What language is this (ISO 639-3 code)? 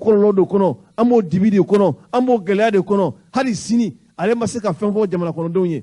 bam